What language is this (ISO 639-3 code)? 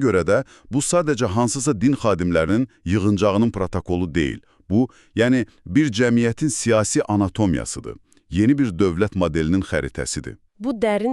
aze